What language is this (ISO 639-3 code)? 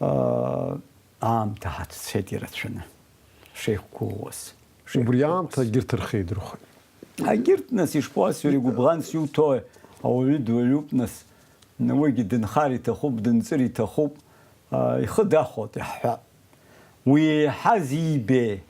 abk